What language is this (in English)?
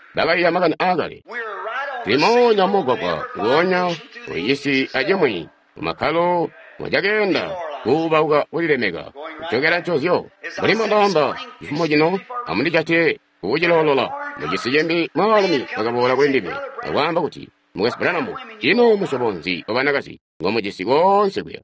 Tonga (Zambia)